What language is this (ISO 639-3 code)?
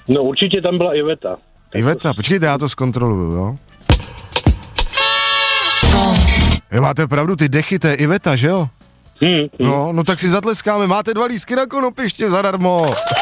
ces